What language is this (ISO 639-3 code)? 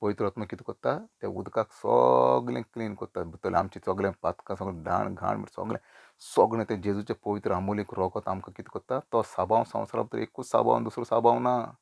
kok